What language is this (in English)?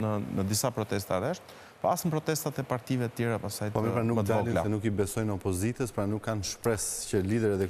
Albanian